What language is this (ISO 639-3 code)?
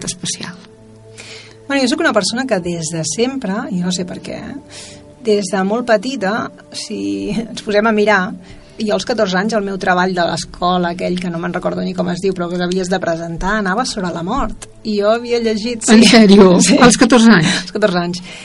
cat